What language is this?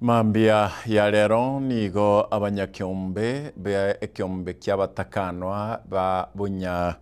Gusii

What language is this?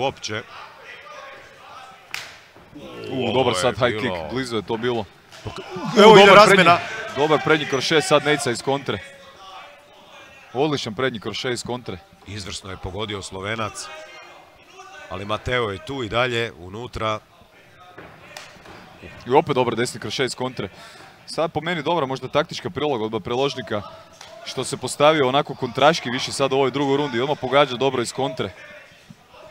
Croatian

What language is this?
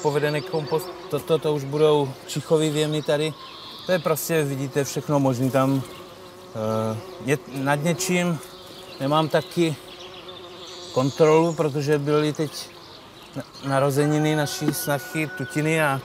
Czech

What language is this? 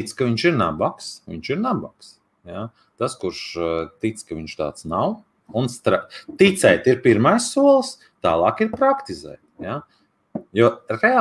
Latvian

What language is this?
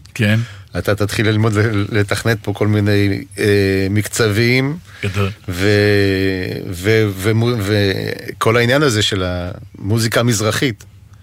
Hebrew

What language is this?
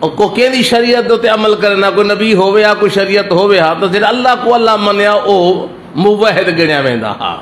Saraiki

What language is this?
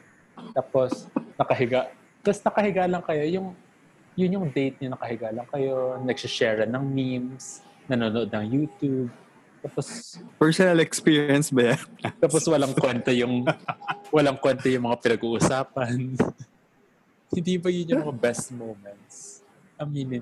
Filipino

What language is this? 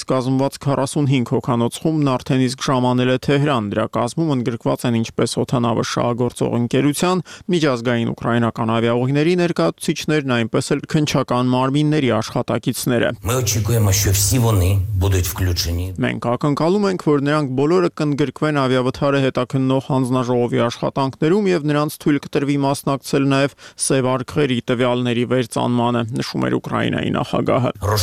Armenian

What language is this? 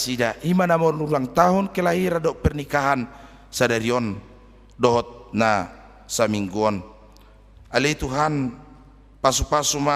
Batak Toba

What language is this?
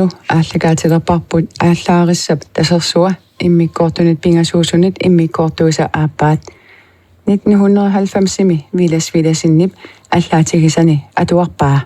Kalaallisut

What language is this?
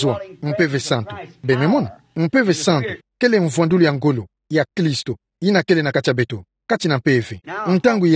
Kituba (Democratic Republic of Congo)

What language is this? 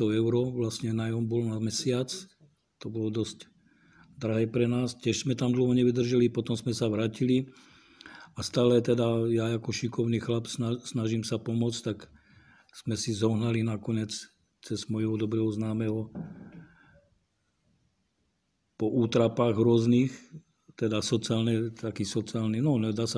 Slovak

